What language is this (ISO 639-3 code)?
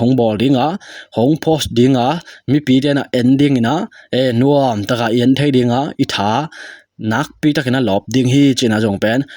ctd